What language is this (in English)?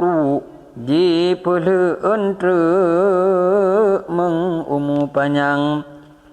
Achinese